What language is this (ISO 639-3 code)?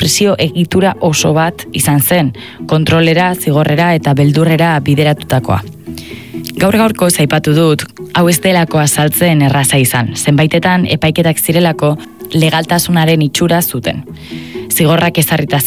eus